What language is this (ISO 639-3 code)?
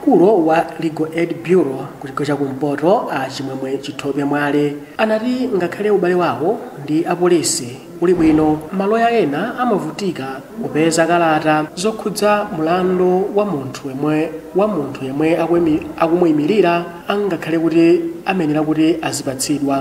nya